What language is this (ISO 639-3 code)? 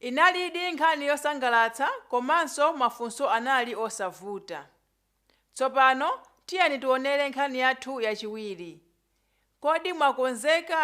nya